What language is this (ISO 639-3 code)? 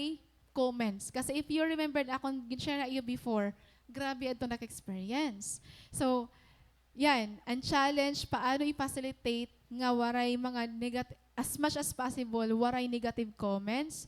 war